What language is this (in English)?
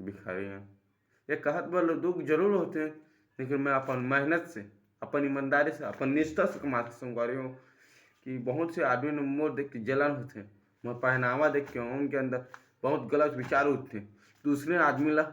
Chhattisgarhi